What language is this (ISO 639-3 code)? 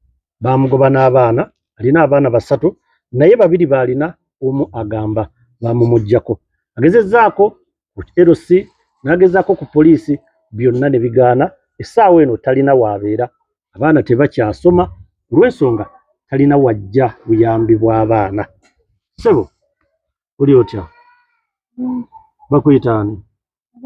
lug